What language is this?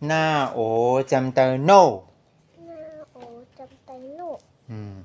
Shan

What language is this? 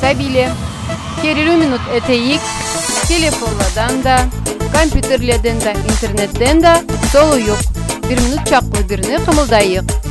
Karachay-Balkar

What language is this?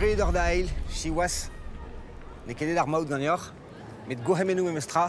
Breton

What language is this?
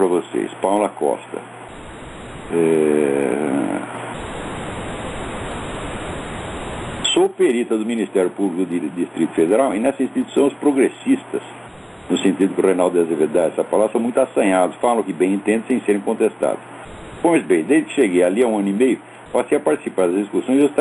Portuguese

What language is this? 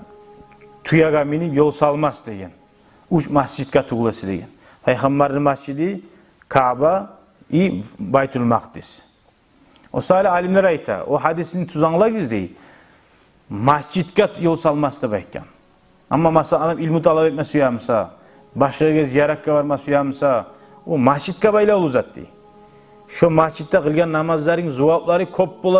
Kumyk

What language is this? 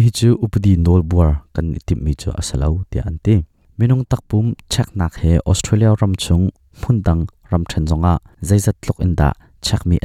Hakha Chin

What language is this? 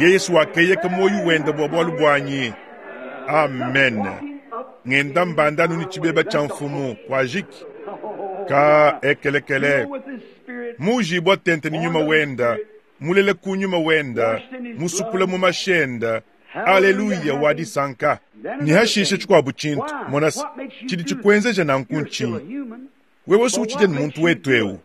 Luba-Lulua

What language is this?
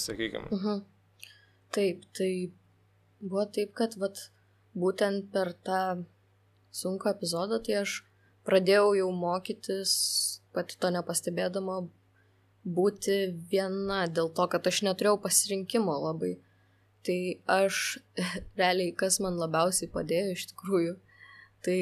Lithuanian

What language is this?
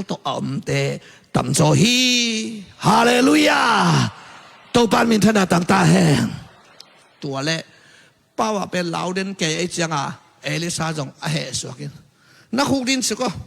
Tedim Chin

